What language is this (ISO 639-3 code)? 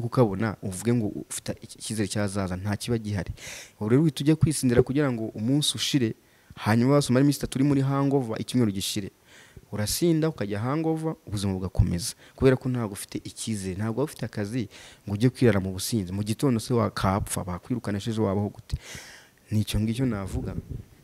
kin